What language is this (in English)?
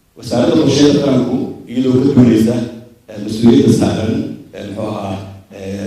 Somali